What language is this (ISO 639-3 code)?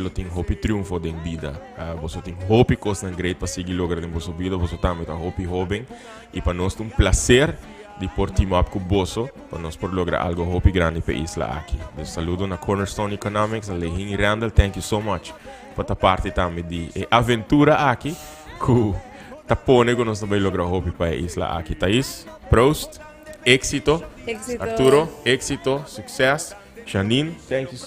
pap